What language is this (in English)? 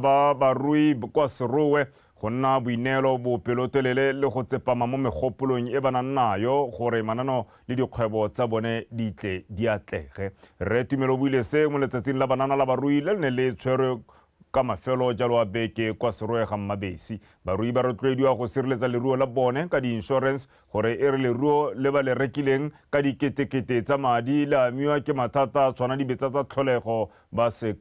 Tswana